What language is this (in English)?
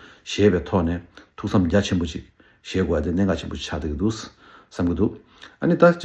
Tibetan